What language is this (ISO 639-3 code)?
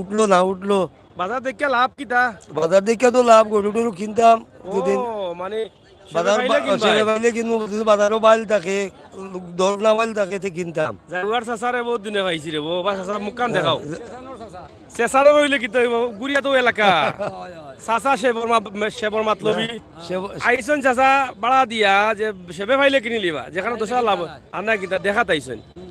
syl